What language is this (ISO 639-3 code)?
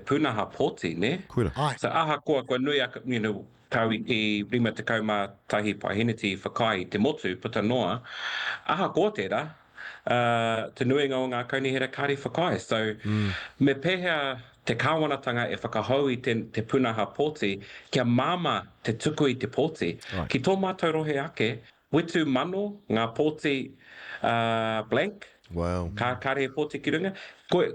mri